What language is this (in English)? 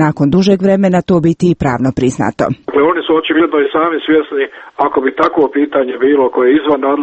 Croatian